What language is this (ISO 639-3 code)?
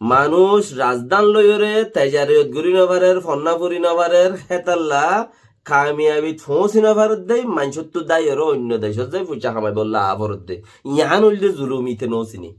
rhg